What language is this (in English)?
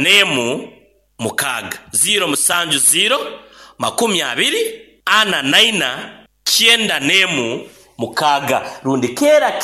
Nyoro